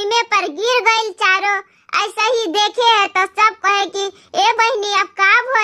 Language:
Bhojpuri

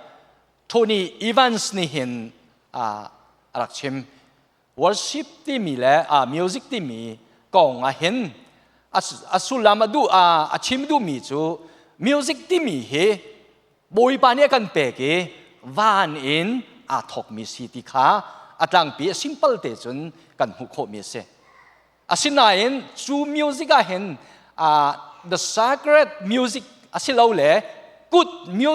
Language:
Hakha Chin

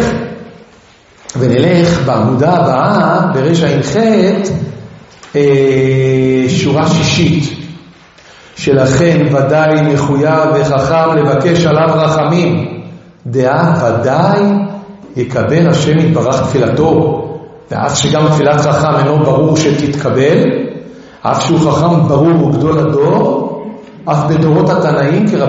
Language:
Hebrew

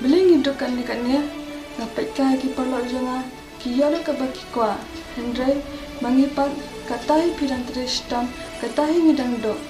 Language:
Khasi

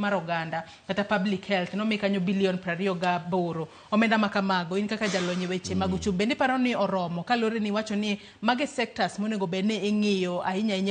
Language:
Luo (Kenya and Tanzania)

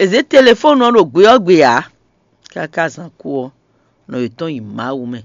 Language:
Fon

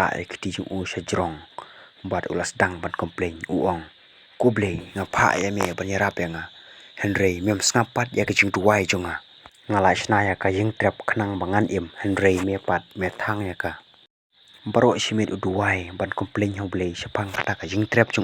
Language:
Khasi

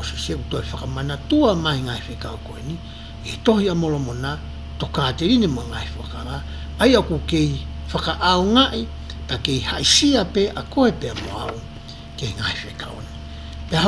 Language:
Tongan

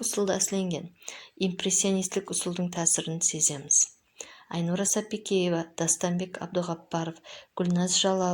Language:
Kara-Kalpak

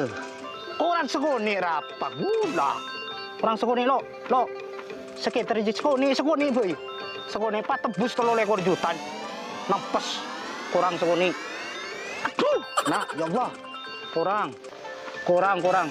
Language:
Madurese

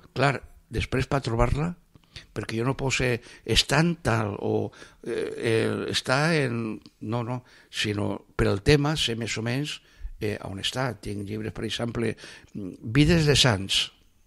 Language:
Catalan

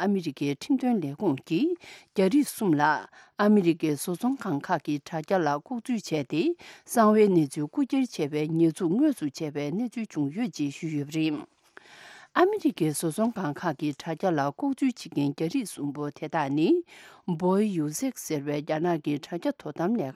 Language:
Tibetan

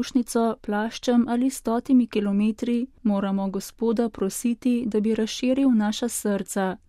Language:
Slovenian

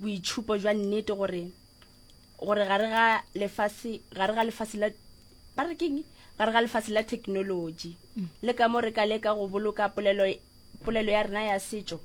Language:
Northern Sotho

